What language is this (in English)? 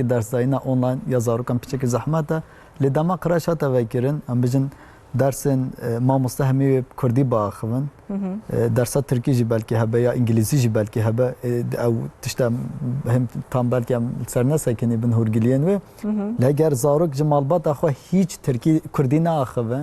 Kurdish